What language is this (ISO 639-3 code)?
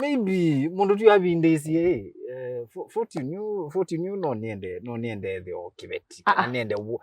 kam